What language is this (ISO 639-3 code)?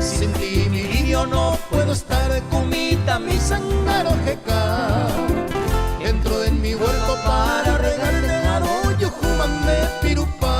grn